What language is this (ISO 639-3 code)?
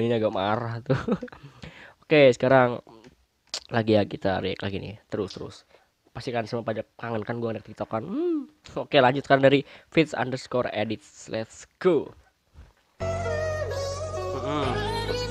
ind